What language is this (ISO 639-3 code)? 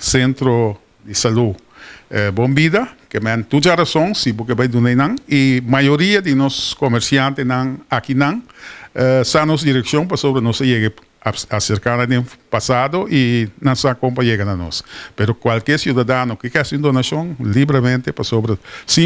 pap